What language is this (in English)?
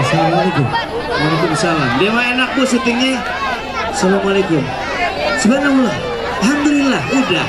Betawi